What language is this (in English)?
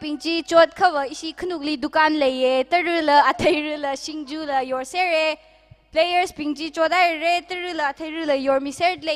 Tangkhul Naga (India)